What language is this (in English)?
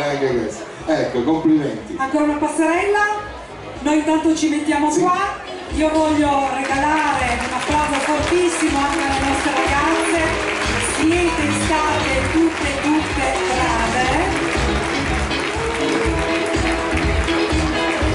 Italian